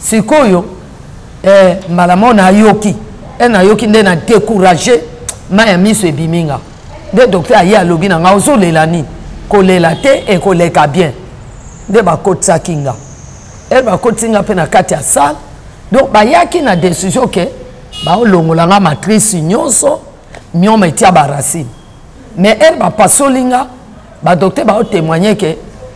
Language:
Lingala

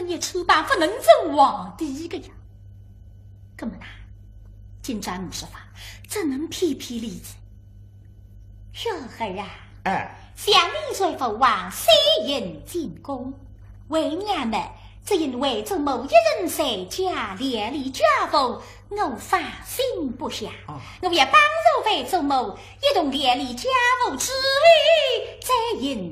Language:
Wu Chinese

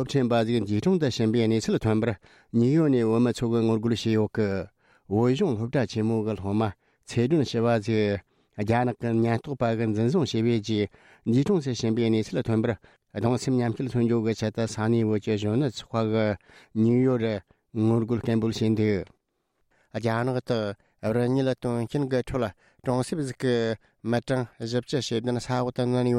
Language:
Tibetan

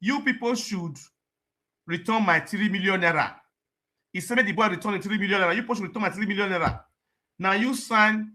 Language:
Nigerian Pidgin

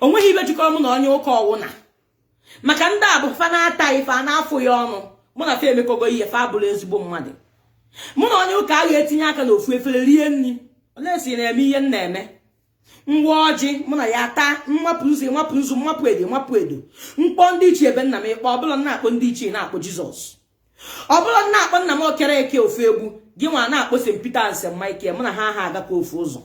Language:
Igbo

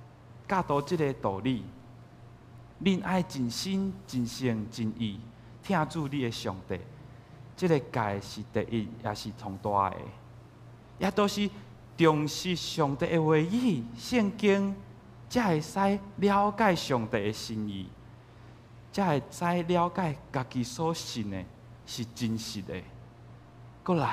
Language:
Min Nan Chinese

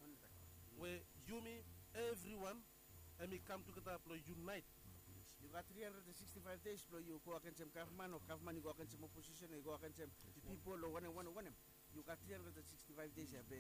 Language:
Bislama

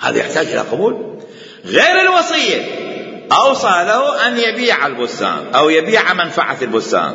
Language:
Mesopotamian Arabic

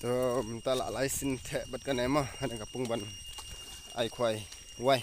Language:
Khasi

